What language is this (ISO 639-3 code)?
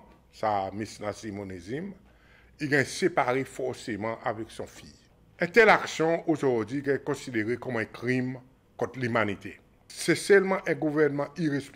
crs